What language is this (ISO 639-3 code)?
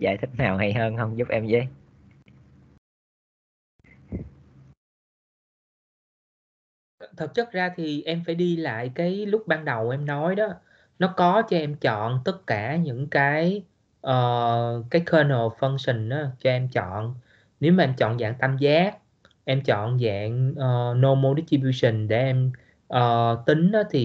vie